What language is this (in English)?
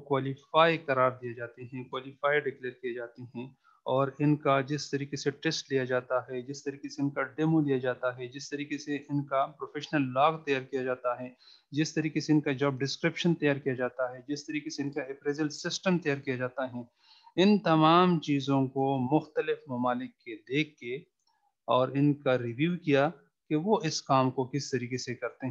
Urdu